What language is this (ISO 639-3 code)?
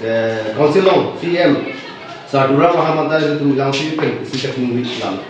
mjw